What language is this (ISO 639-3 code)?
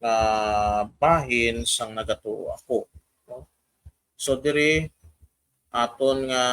hil